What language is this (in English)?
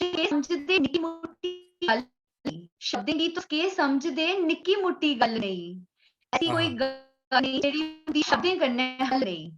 Dogri